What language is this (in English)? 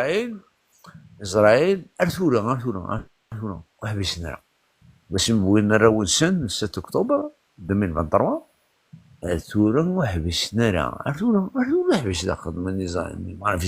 Kabyle